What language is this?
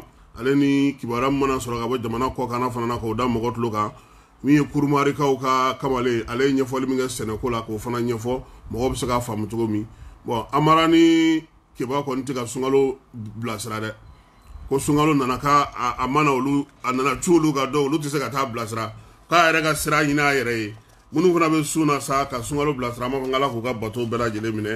Bambara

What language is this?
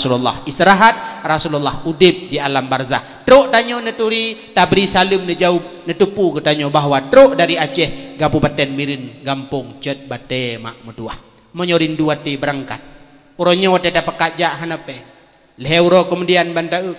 Achinese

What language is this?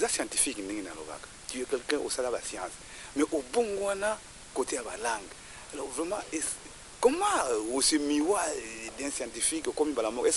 Lingala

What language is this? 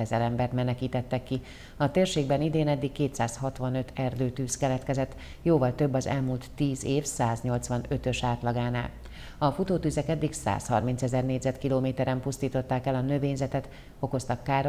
Hungarian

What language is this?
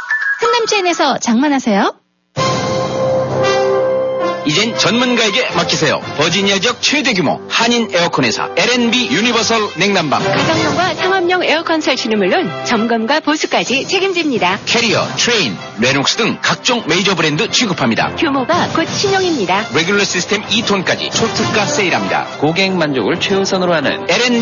Korean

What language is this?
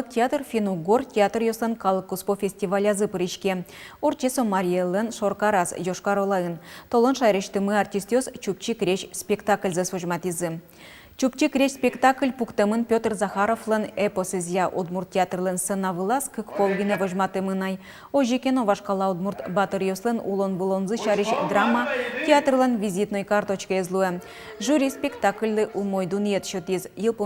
Udmurt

